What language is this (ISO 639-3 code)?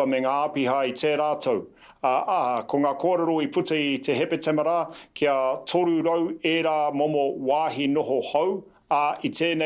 mri